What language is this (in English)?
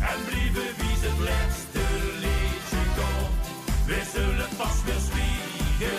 Limburgish